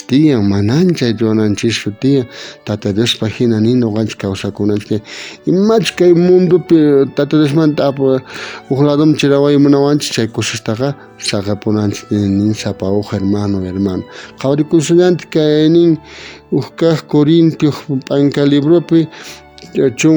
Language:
South Bolivian Quechua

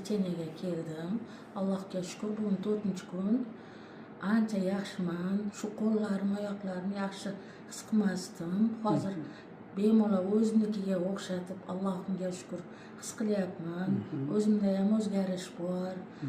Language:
Uzbek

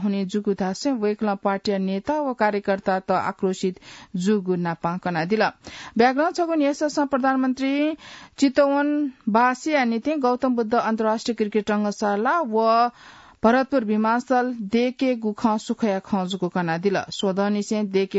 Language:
Newari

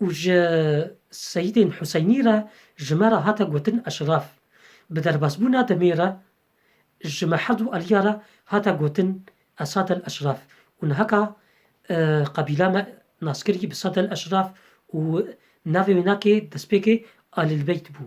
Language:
Kurdish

